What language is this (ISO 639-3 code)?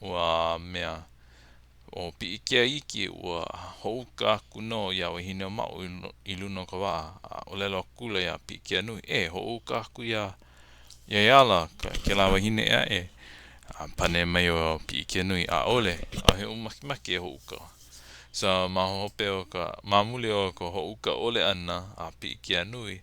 haw